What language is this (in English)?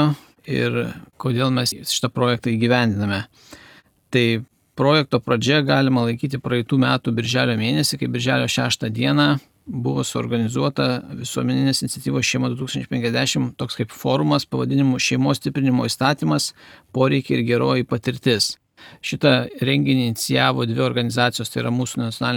Lithuanian